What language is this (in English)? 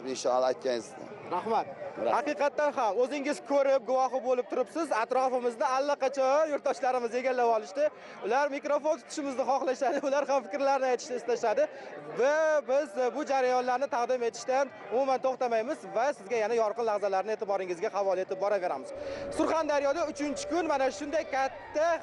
Uzbek